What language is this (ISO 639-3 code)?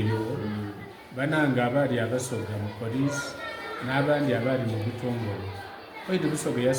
xog